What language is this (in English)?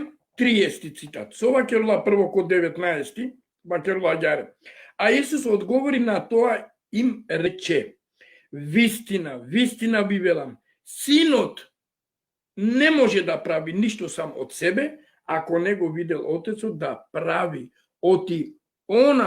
Balkan Romani